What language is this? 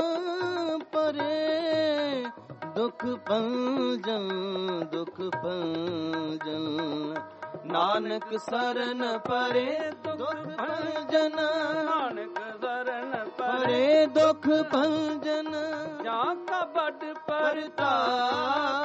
Punjabi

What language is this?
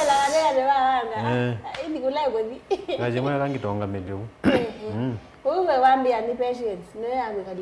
Kamba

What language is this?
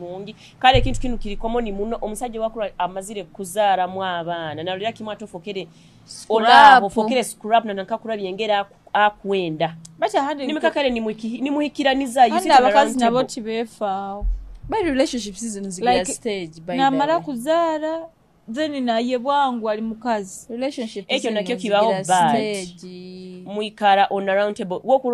Nyoro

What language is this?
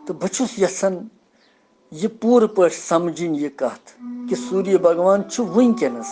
Kashmiri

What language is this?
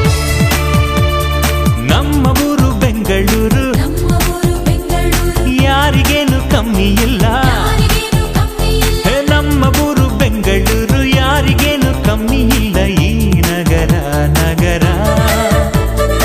Kannada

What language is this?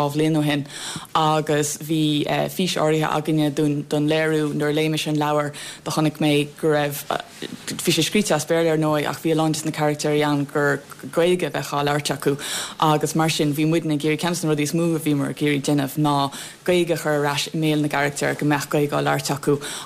Irish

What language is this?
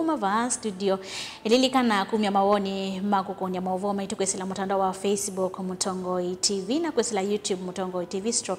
Kamba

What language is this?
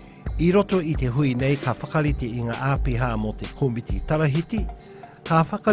Māori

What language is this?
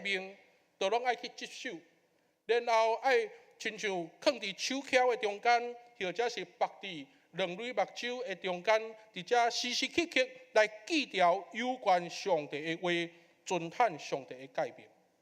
Min Nan Chinese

